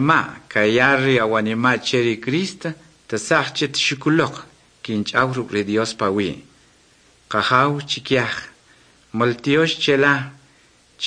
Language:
Kʼicheʼ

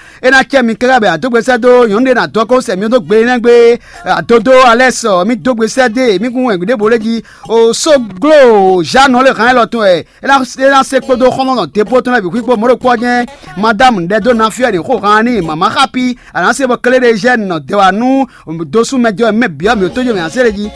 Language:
Fon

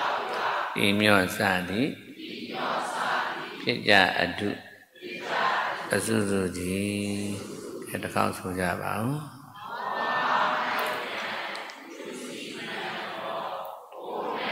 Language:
Burmese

